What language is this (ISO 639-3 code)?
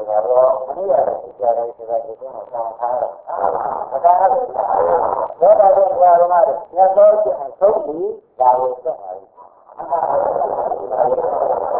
mya